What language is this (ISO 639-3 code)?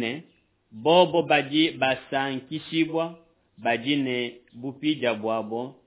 lua